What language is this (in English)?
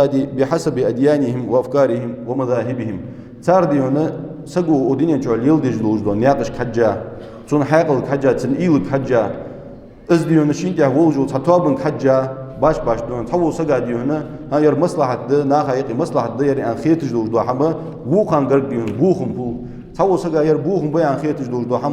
Ingush